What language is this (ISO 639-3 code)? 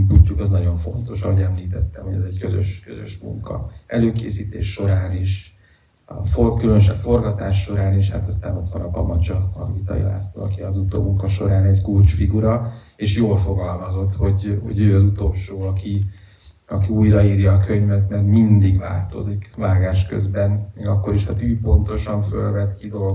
hun